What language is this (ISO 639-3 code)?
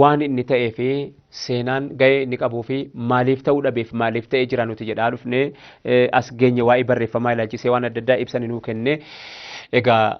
orm